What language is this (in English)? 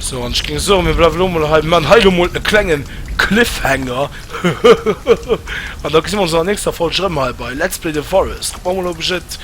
Luxembourgish